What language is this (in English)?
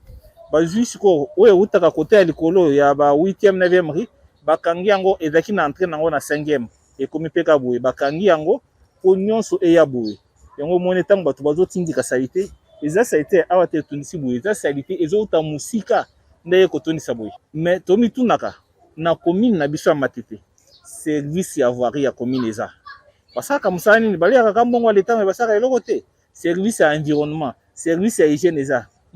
Lingala